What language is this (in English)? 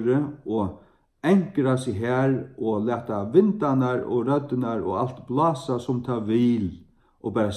Faroese